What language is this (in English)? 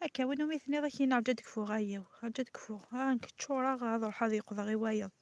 Kabyle